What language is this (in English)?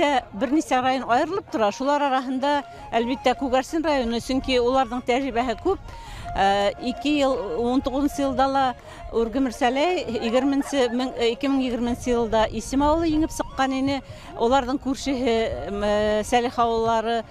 Bashkir